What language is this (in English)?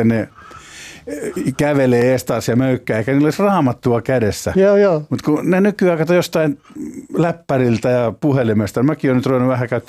Finnish